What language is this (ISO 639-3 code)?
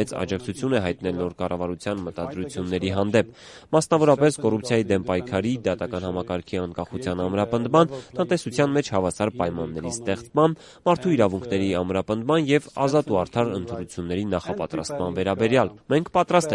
hye